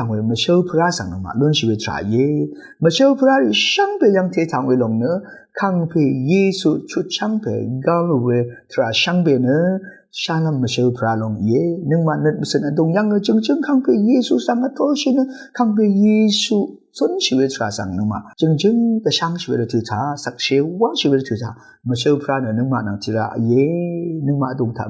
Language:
Rawang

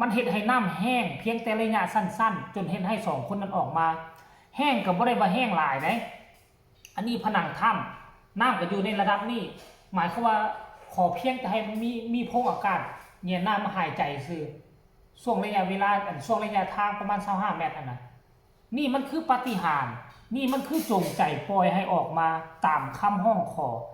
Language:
Northeastern Thai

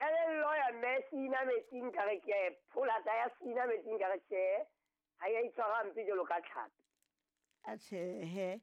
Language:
Southern Sotho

